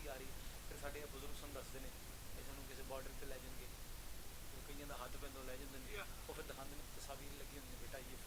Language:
Pahari-Potwari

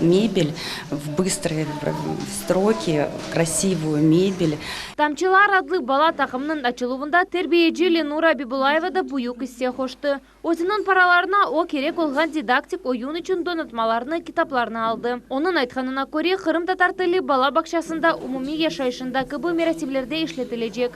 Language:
Crimean Tatar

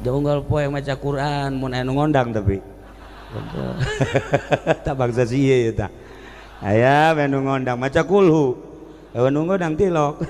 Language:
Sundanese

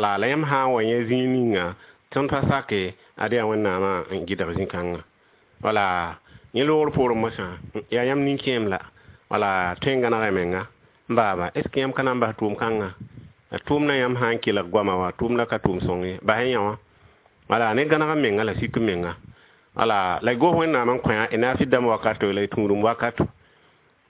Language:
Mossi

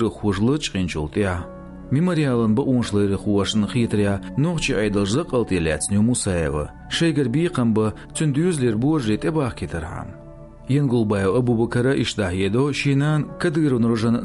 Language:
Chechen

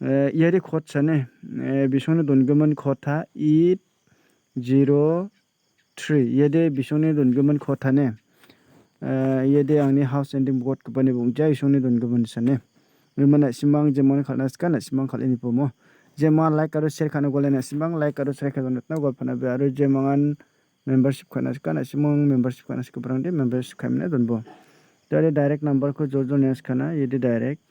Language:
Garo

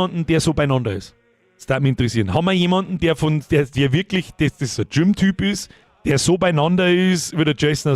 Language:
Bavarian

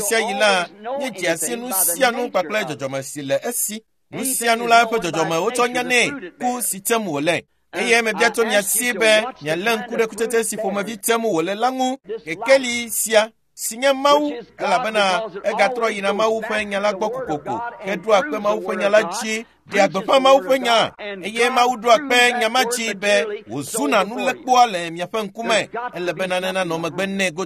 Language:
Ewe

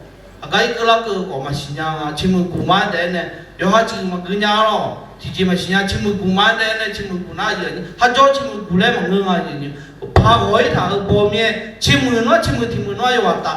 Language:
Akha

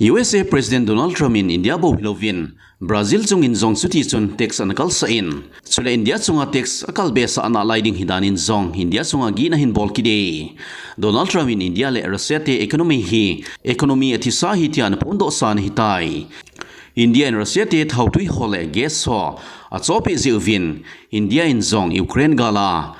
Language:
Thado Chin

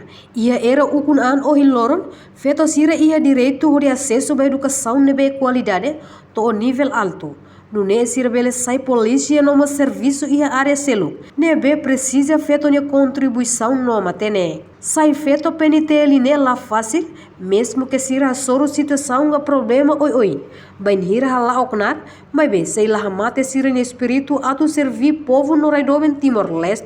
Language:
Tetum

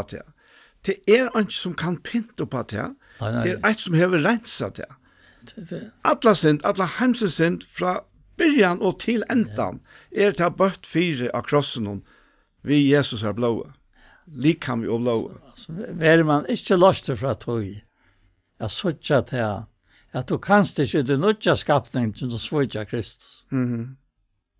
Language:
Faroese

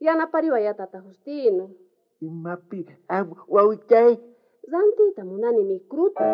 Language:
South Bolivian Quechua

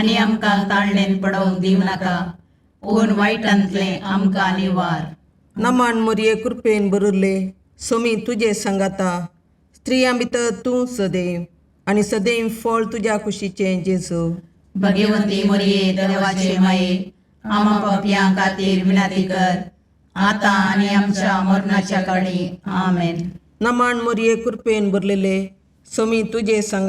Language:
Konkani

